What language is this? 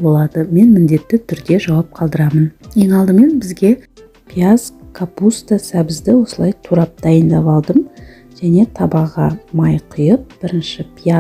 Kazakh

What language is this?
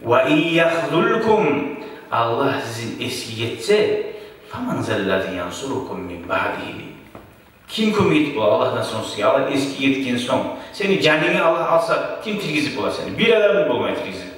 Kumyk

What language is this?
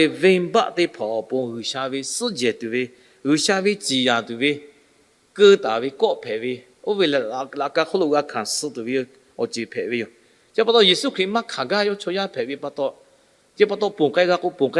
Lahu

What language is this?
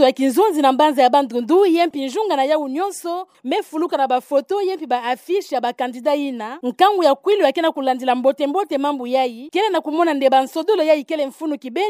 Kituba (Democratic Republic of Congo)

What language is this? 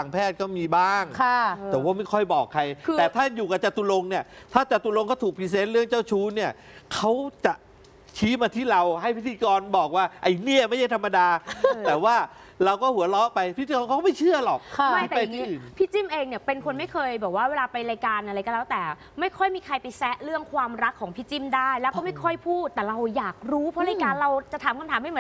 Thai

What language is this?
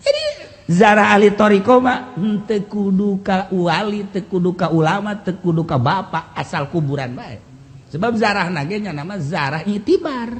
Sundanese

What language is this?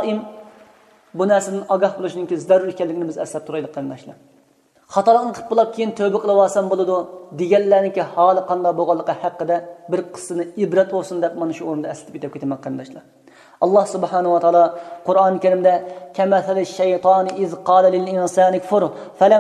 Uyghur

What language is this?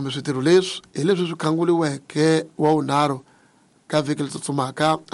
Tsonga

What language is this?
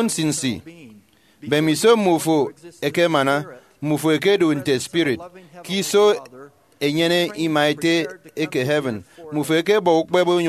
Efik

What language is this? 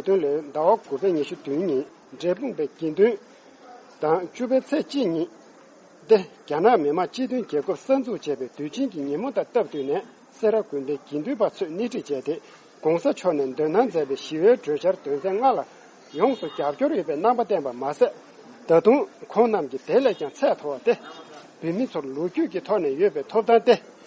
Tibetan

